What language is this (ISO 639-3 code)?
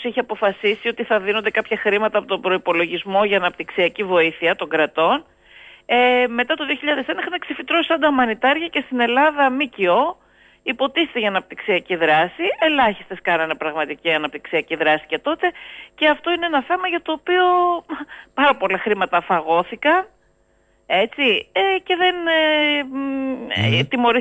ell